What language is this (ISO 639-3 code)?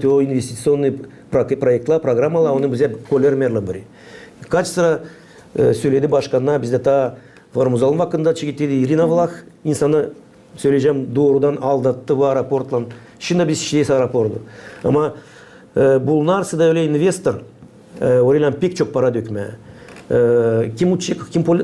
gag